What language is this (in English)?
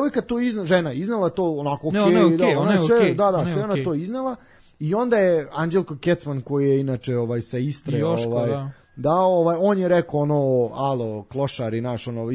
Serbian